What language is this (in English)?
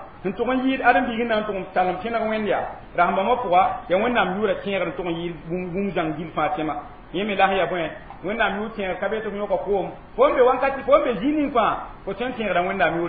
Mossi